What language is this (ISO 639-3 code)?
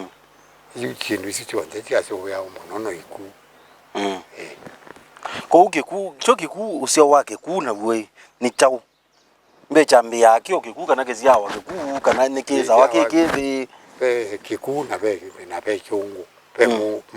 kam